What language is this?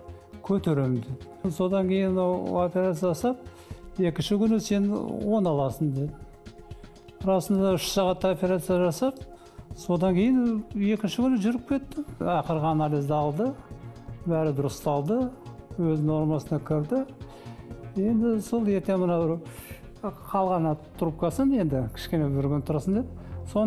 Kazakh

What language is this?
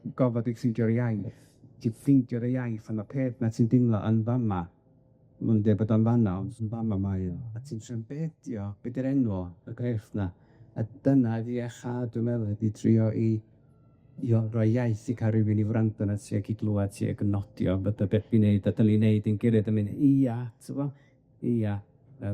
Welsh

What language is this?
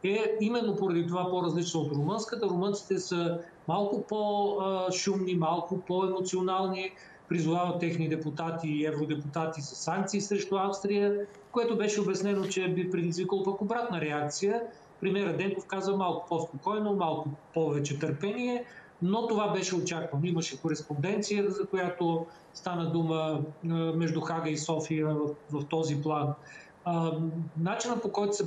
Bulgarian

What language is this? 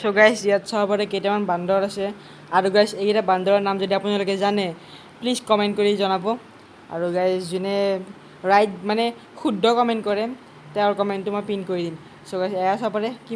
Assamese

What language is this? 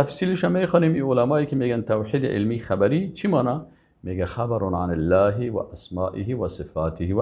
Persian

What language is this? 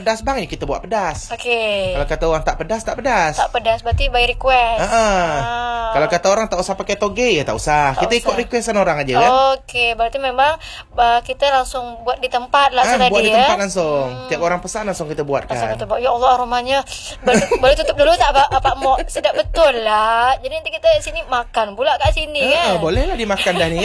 Malay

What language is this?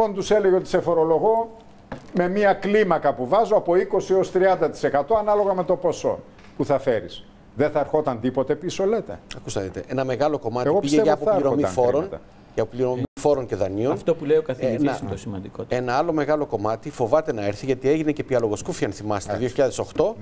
Greek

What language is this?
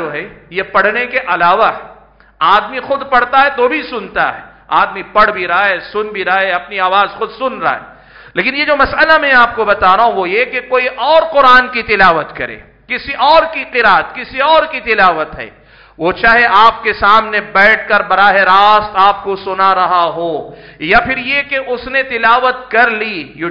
Urdu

